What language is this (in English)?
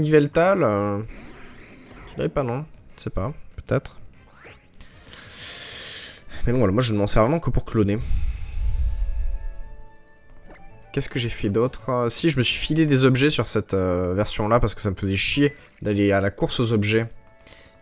French